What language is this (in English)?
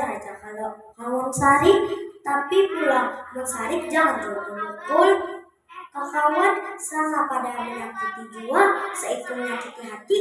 Banjar